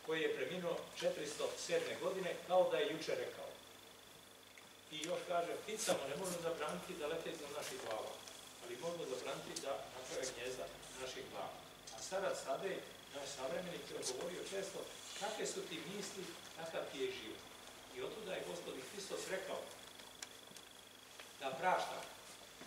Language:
Serbian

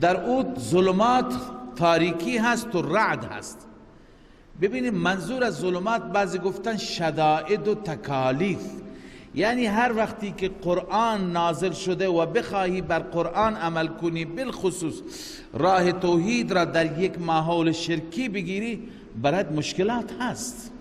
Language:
Persian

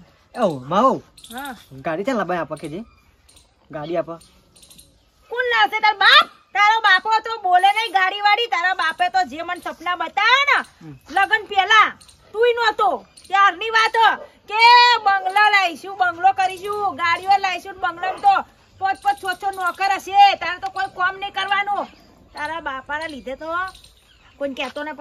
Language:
Gujarati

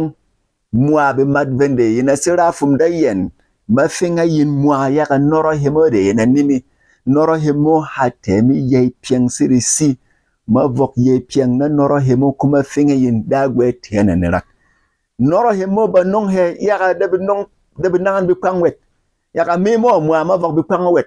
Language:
Berom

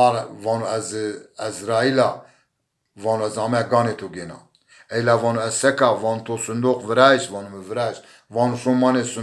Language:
Zaza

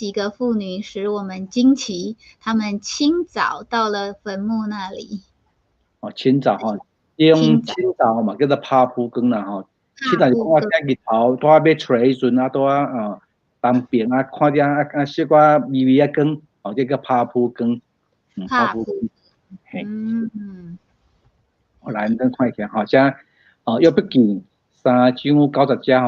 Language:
Min Nan Chinese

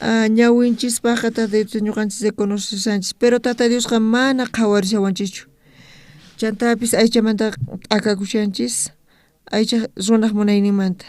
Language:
South Bolivian Quechua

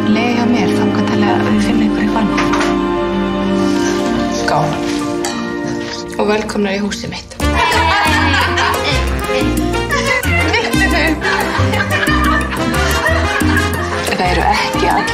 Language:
Icelandic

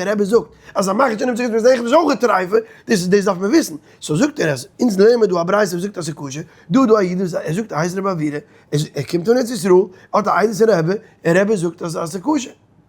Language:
Yiddish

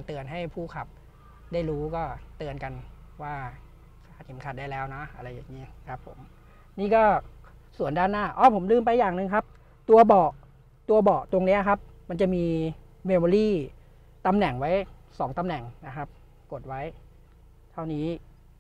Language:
Thai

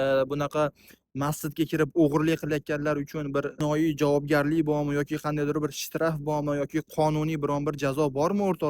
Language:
Uzbek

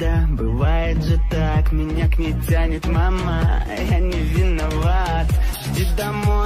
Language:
Russian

